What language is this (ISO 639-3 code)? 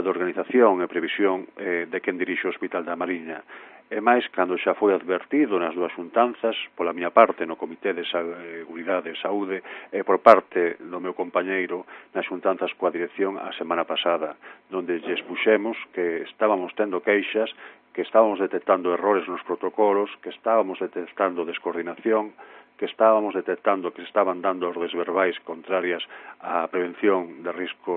glg